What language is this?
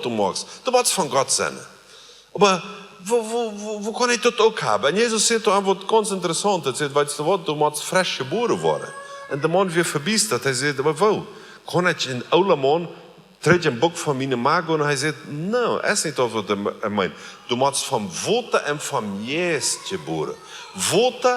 Plautdietsch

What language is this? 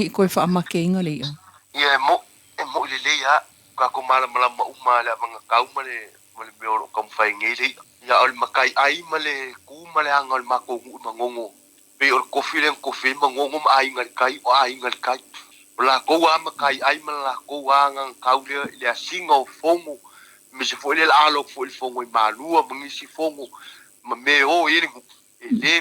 Samoan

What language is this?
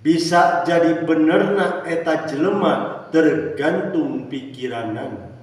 Sundanese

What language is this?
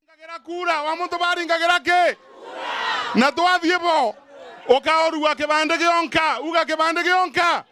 Meru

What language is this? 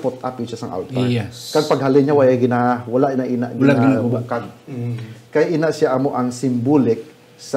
Hiligaynon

